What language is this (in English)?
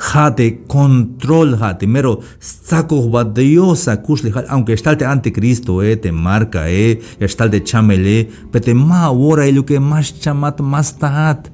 Tzeltal